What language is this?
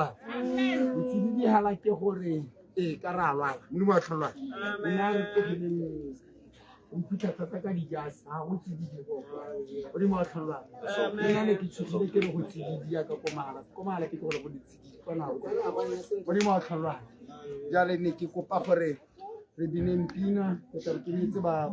Tswana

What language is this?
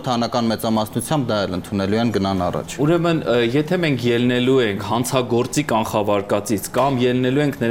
Armenian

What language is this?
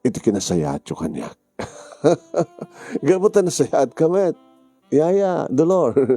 Iloko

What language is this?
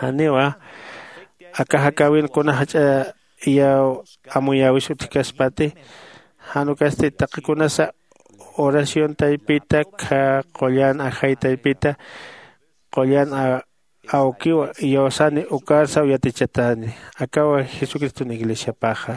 Aymara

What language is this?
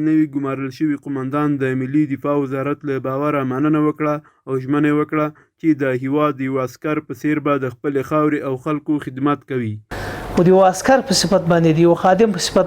Pashto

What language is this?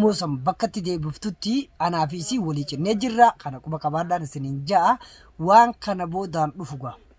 Oromo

